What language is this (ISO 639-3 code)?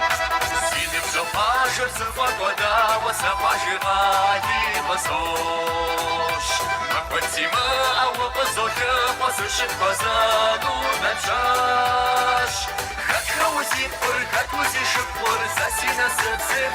kbd